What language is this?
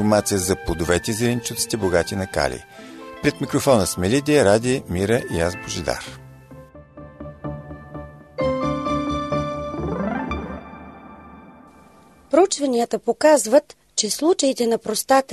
Bulgarian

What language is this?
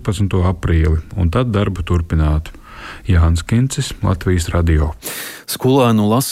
Latvian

